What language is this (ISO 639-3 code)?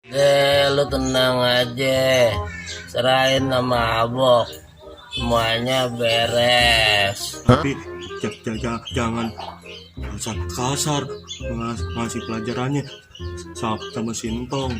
bew